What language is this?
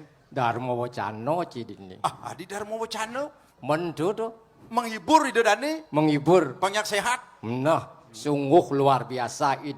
Balinese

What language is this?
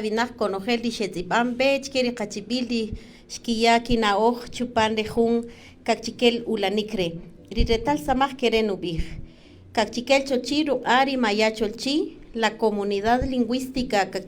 Kaqchikel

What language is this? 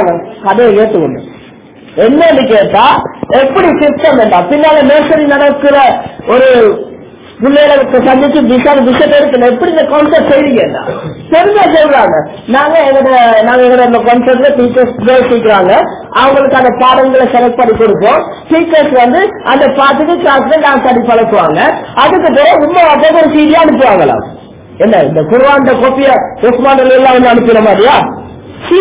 Tamil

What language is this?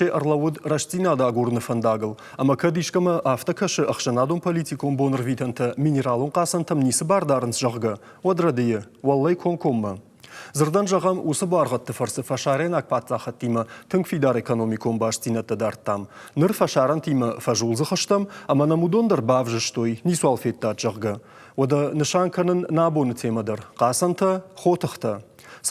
Ossetic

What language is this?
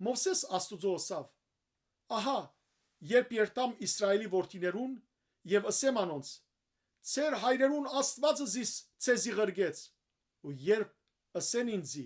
Western Armenian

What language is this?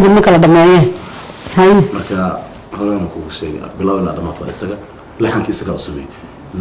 Somali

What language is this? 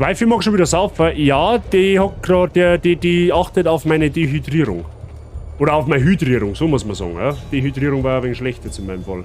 Bavarian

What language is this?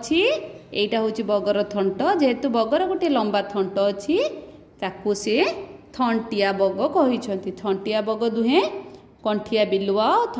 Odia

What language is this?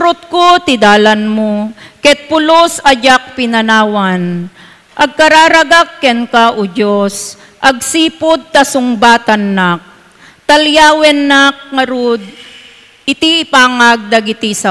Iloko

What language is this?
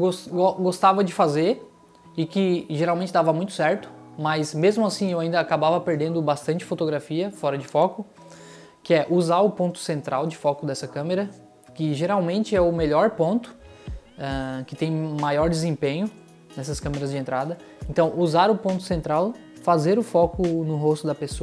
Portuguese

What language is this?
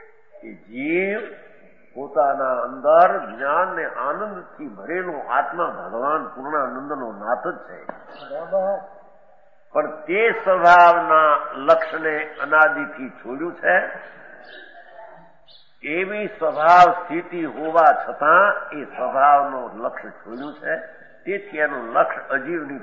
Gujarati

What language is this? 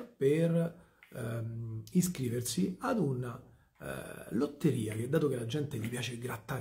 Italian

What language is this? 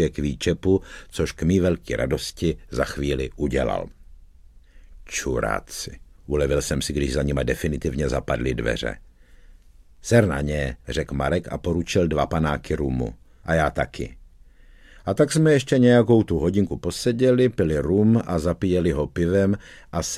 Czech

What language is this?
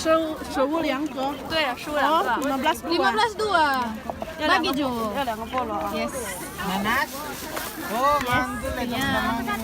Manado Malay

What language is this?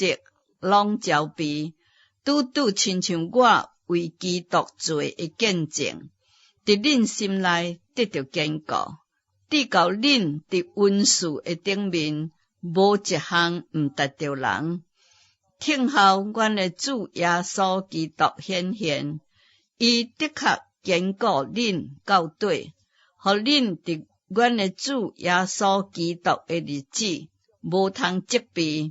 Min Nan Chinese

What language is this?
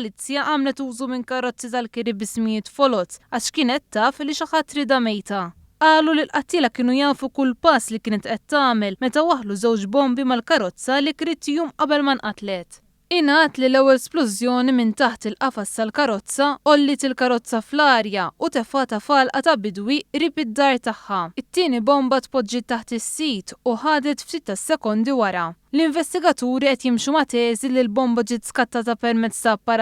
Maltese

